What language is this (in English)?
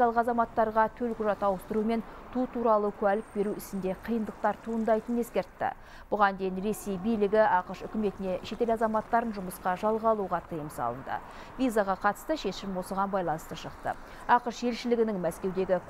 Kazakh